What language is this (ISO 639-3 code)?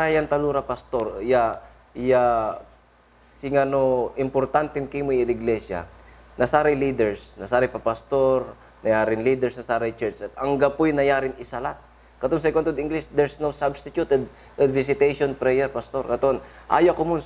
pag